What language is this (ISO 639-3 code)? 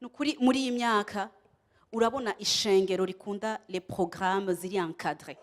run